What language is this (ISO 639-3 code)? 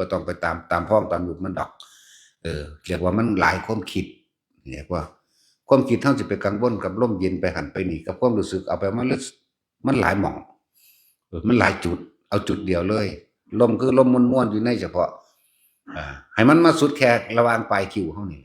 tts